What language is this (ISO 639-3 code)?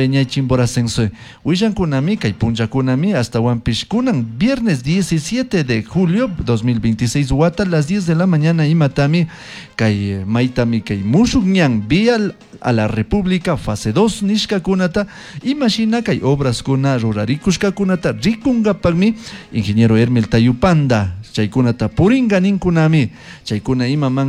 qug